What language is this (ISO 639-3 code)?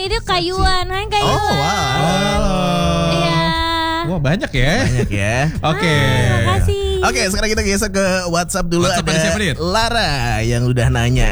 ind